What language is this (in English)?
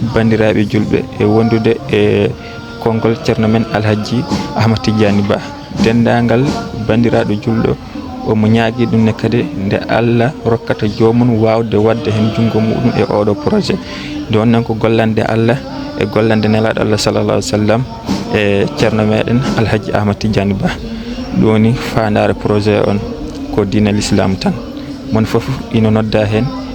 Fula